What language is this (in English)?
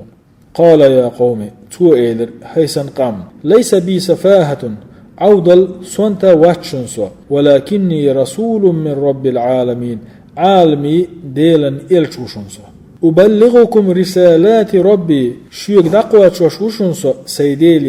Chechen